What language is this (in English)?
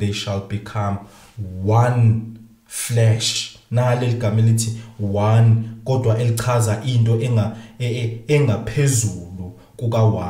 Zulu